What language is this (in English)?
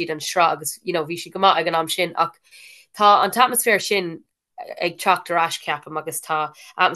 Irish